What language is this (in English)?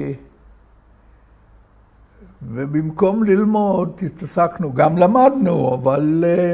Hebrew